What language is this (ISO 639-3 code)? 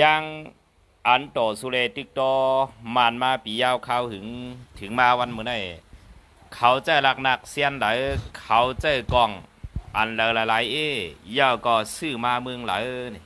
shn